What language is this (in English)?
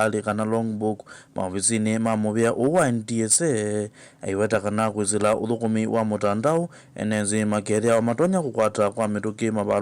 Kamba